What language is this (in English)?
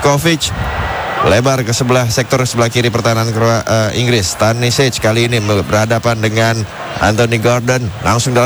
Indonesian